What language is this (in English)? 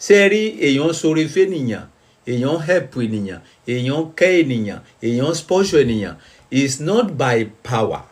Yoruba